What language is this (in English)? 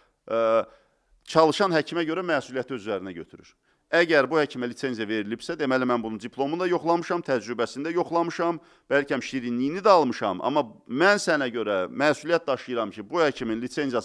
Azerbaijani